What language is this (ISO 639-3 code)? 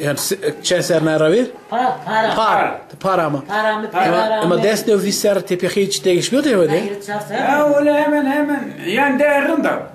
zza